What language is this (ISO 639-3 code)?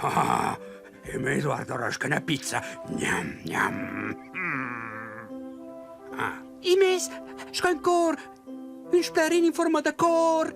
roh